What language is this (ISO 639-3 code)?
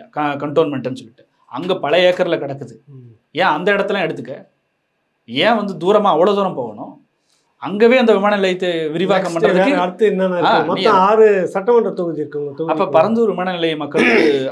tam